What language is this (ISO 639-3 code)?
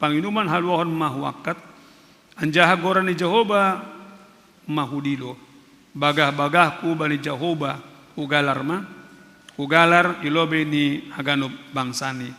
bts